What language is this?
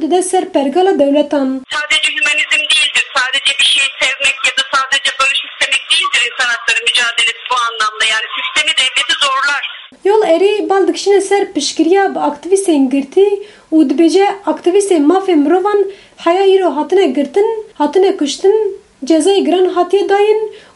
Kurdish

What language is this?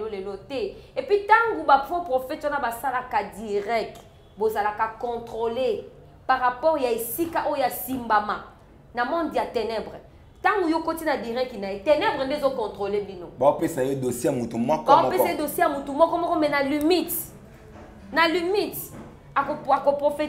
Lingala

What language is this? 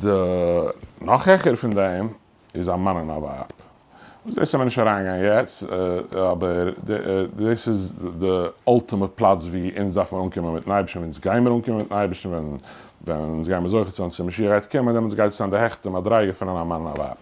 Yiddish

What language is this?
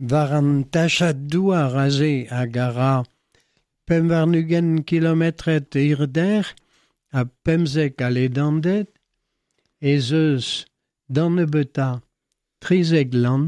Breton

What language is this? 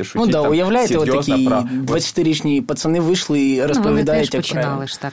Ukrainian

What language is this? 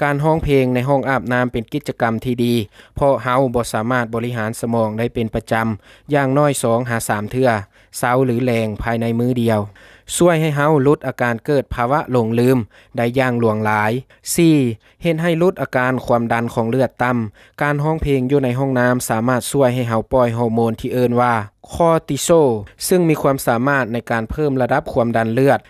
Lao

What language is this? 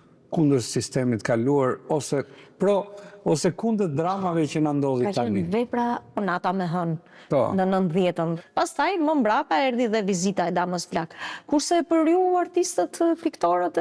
Albanian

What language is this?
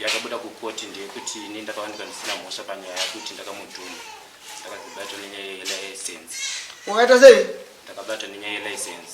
Shona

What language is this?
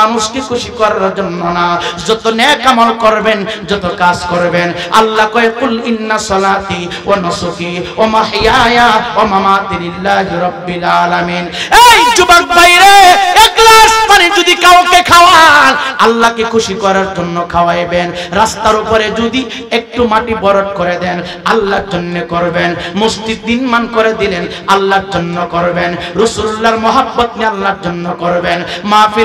Bangla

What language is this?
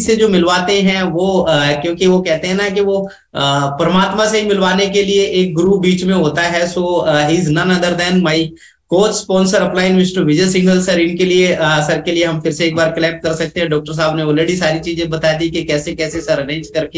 Hindi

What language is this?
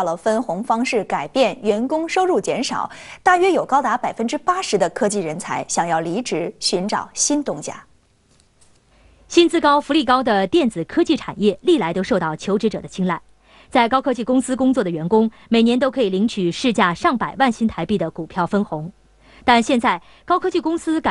Chinese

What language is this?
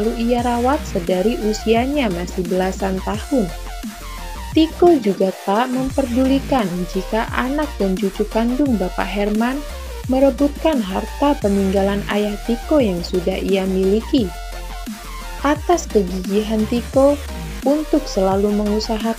Indonesian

